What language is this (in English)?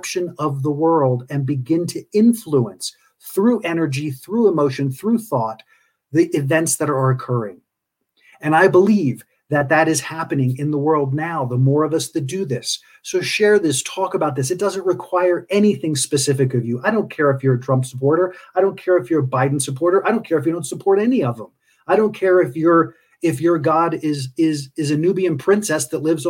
English